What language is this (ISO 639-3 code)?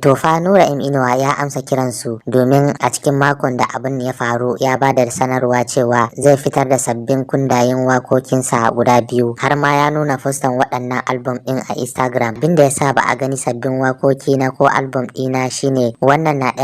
hau